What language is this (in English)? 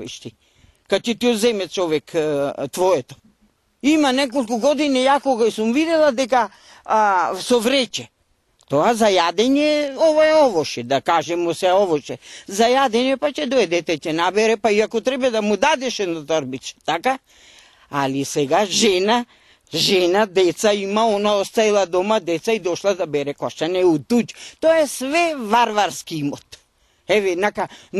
Macedonian